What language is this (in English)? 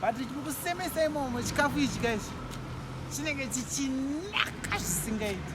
Shona